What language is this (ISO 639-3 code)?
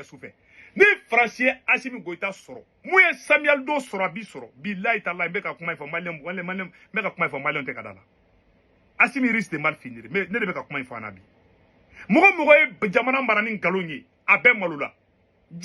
bam